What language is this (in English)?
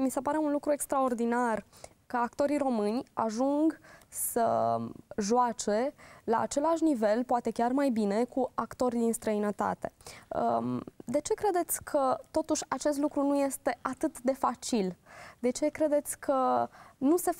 Romanian